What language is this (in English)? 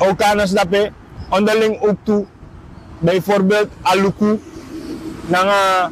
Sranan Tongo